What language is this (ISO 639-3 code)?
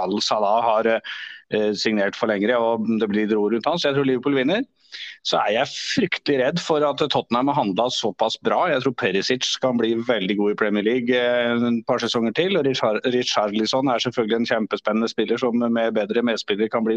nor